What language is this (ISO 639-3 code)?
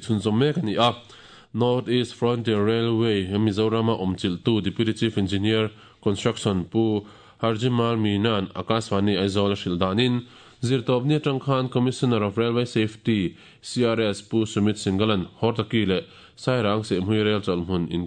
lus